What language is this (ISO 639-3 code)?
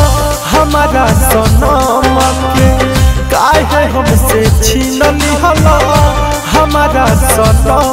bho